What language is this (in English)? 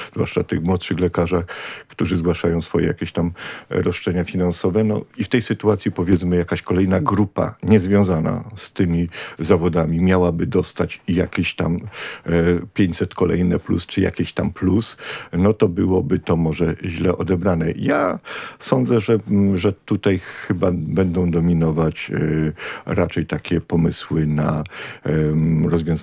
Polish